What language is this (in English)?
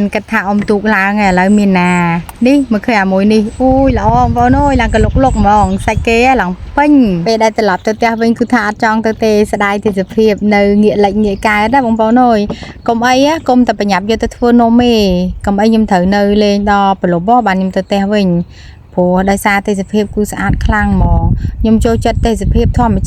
Khmer